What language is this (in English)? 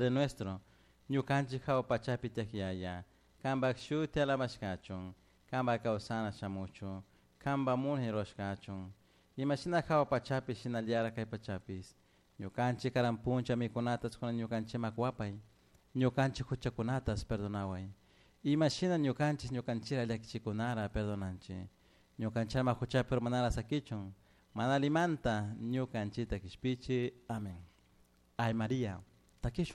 Chimborazo Highland Quichua